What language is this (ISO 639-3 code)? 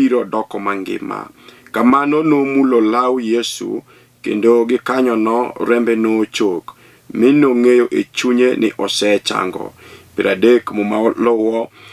luo